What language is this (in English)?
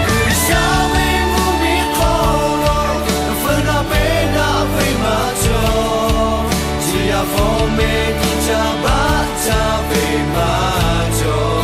Lahu